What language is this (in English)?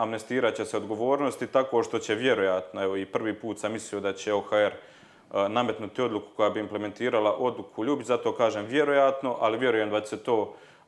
Croatian